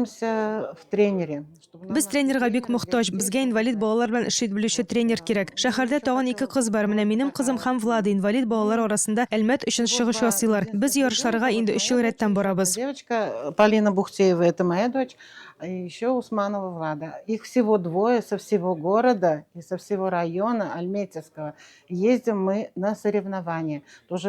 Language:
Tatar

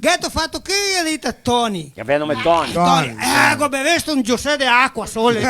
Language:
Venetian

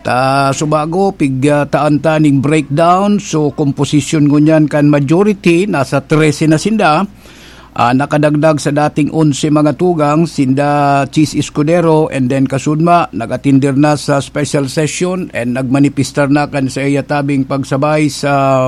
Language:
Bikol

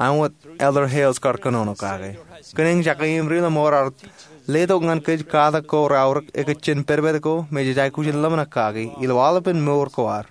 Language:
Marshallese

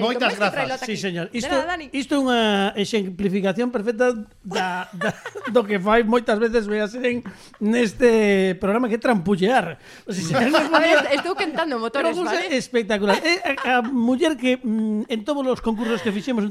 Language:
Galician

